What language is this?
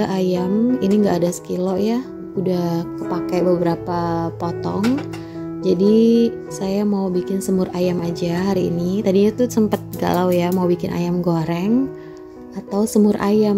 Indonesian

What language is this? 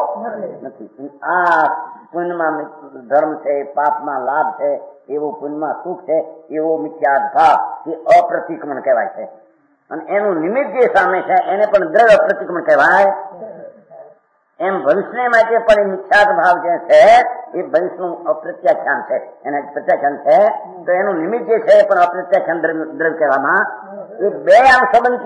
Gujarati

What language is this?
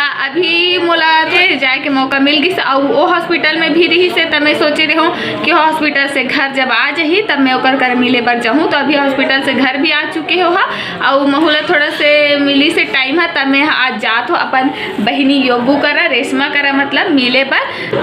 Chhattisgarhi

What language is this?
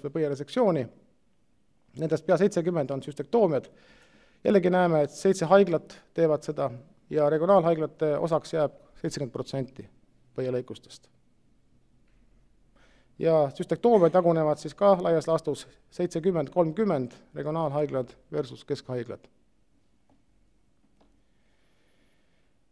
Estonian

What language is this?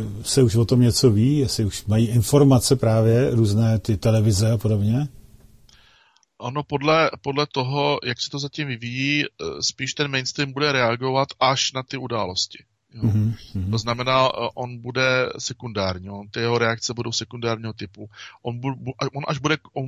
Czech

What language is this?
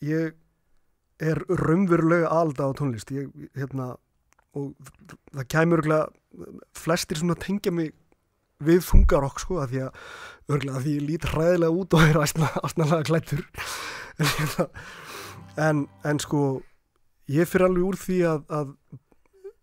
Icelandic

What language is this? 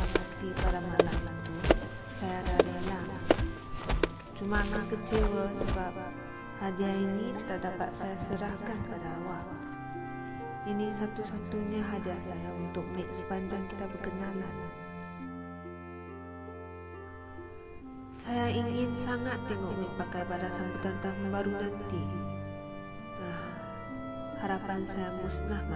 Malay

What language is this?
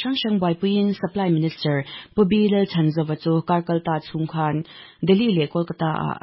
Mizo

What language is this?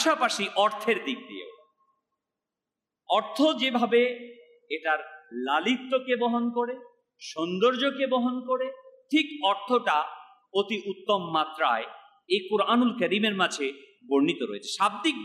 Bangla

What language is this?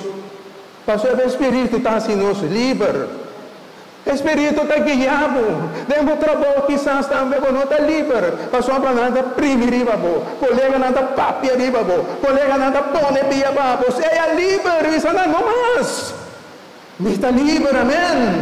Papiamento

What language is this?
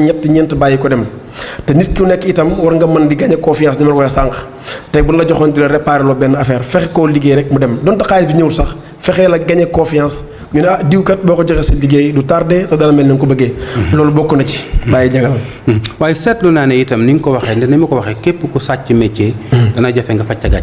Wolof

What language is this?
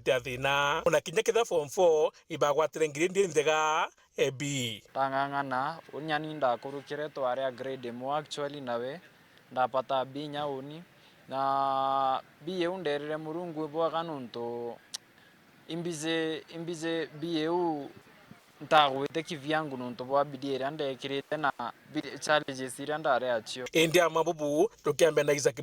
Meru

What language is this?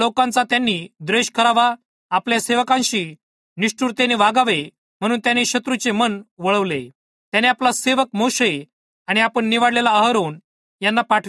Marathi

